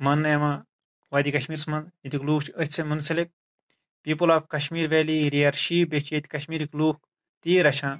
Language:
Kashmiri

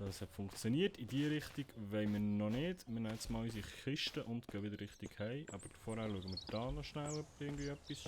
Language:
Swiss German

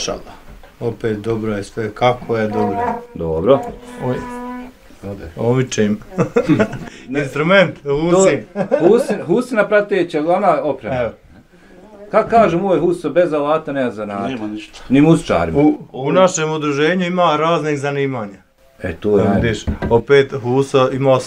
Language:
Bosnian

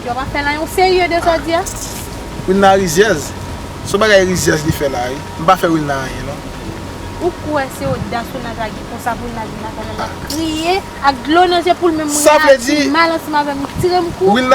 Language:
Haitian Creole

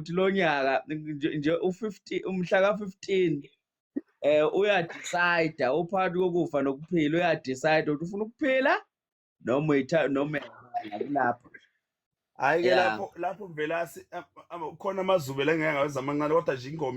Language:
Zulu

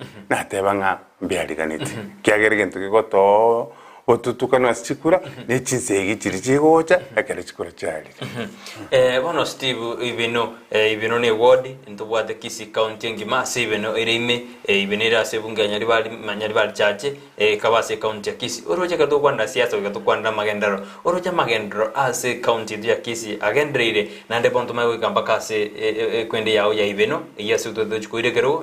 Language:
Gusii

